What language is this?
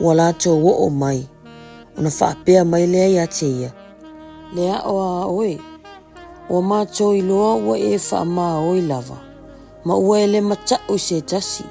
Samoan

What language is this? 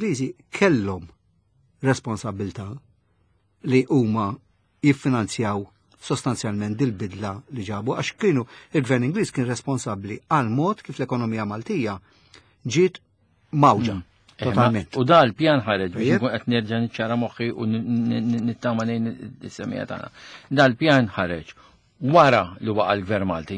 Maltese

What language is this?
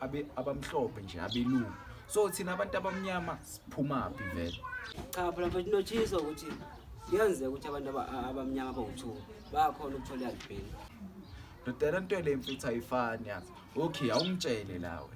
Zulu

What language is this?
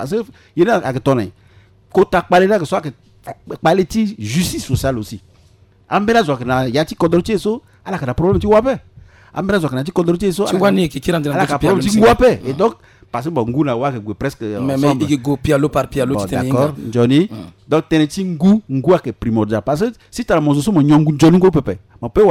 Sango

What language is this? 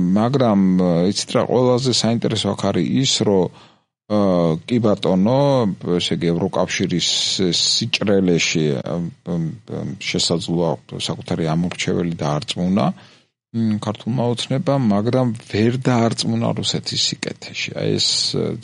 Georgian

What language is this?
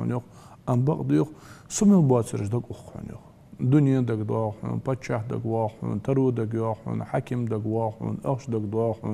Ingush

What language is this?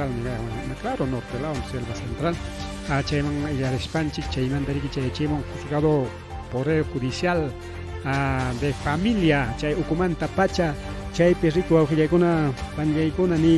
Ayacucho Quechua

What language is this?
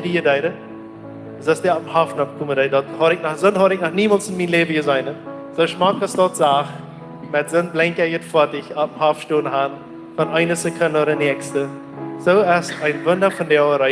Plautdietsch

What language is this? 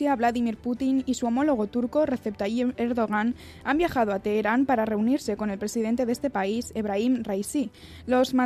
Spanish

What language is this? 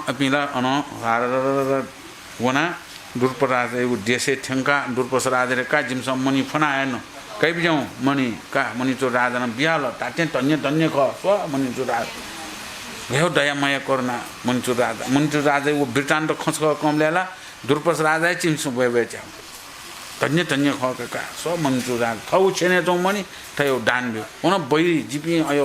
Newari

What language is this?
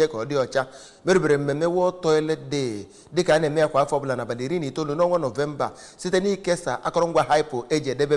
Igbo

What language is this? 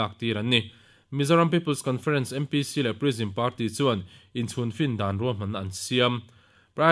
Mizo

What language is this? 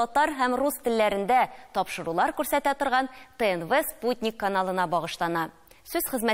Tatar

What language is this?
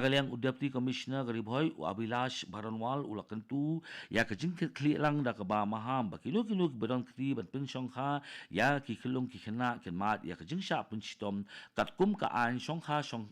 Khasi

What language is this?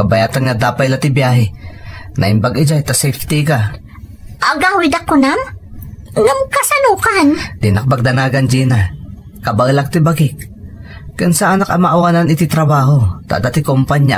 Iloko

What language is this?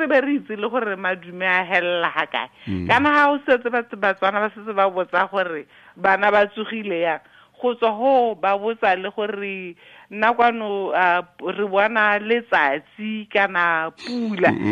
Tswana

